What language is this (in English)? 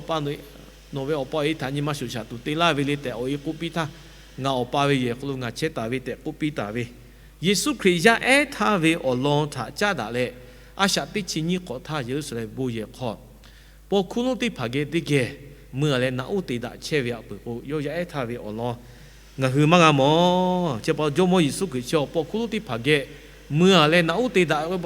Lahu